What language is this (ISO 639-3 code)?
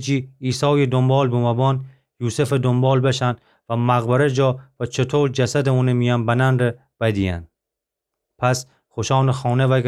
glk